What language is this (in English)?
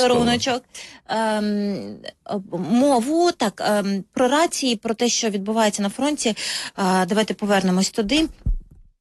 Ukrainian